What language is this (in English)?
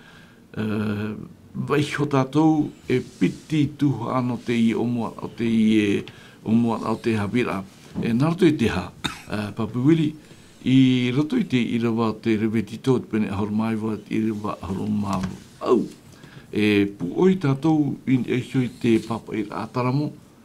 Tahitian